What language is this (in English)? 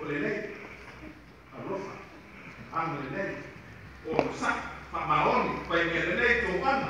Samoan